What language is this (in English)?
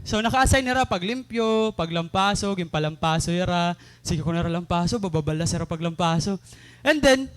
Waray